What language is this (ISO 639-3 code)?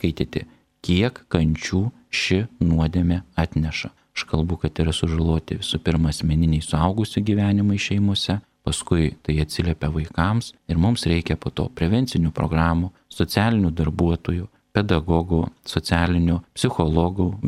lit